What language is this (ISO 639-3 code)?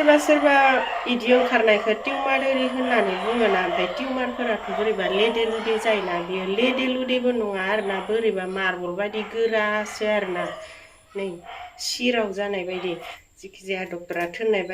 brx